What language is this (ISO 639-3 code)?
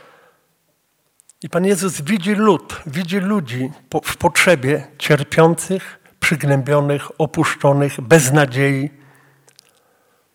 pol